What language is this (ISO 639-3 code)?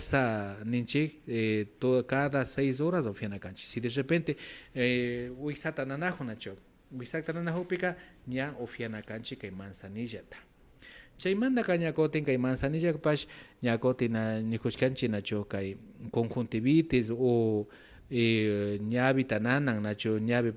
qvi